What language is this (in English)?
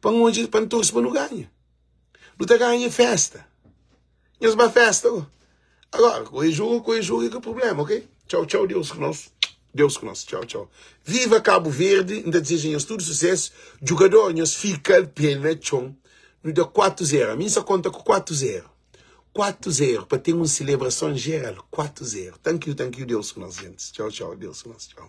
Kabuverdianu